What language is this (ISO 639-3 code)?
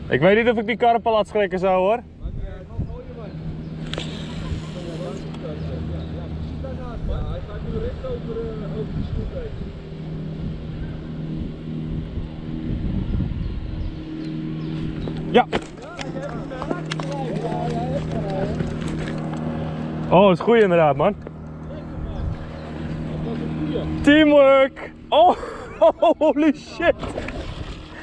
nld